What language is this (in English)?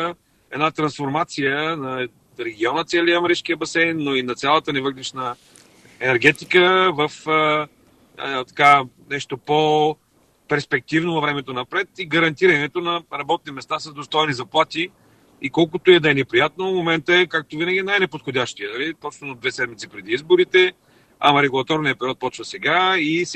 Bulgarian